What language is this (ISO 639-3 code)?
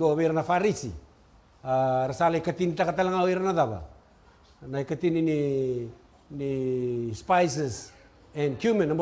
fij